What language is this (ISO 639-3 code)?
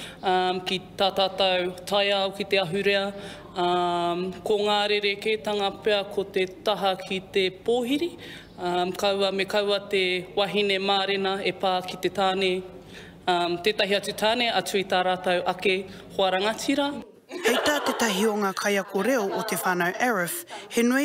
mri